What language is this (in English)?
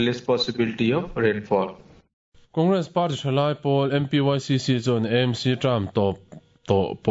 Mizo